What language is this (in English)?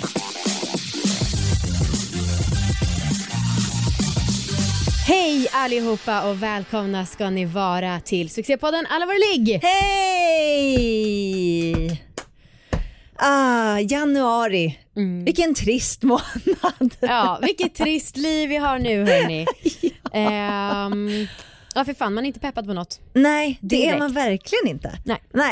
Swedish